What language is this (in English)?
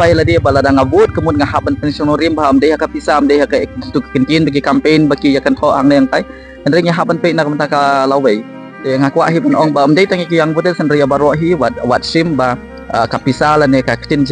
Khasi